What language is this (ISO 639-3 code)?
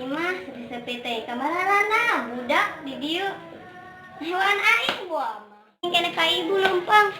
sun